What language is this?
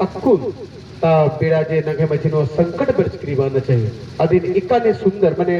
Kurukh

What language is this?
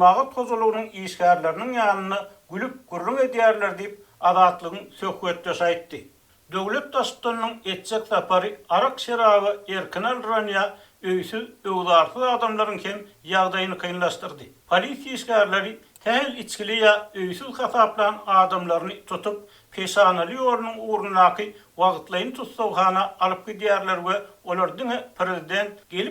Turkmen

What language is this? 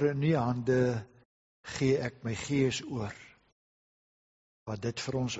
Afrikaans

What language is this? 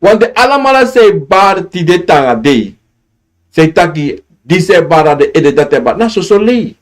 Sranan Tongo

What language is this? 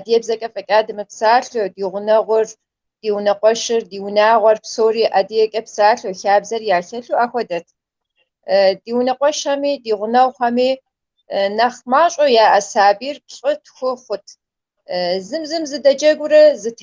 Kabardian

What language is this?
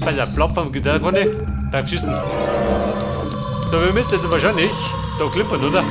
Bavarian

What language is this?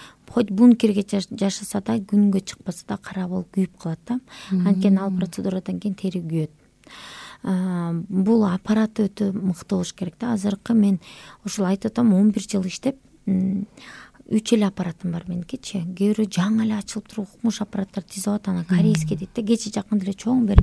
Kyrgyz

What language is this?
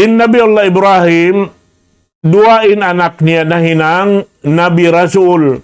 Tausug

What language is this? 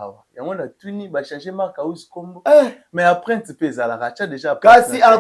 Lingala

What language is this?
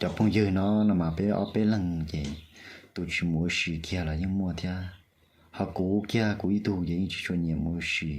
Hmong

